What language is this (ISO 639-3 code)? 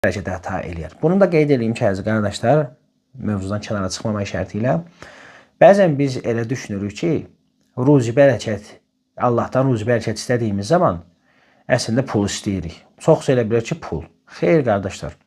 aze